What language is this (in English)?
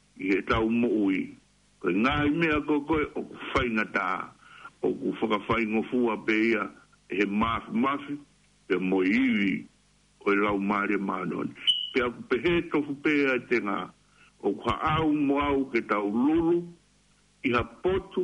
Tongan